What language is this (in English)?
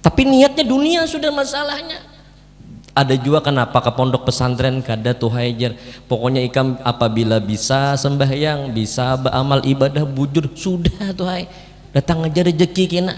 Banjar